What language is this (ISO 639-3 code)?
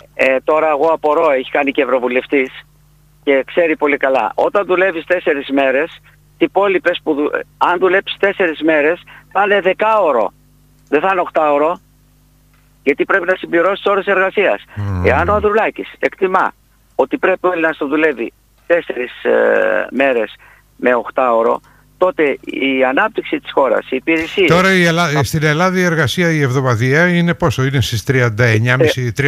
ell